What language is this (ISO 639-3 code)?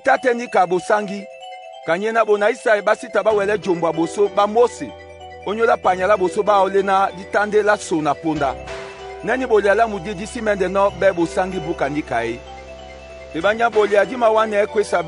dua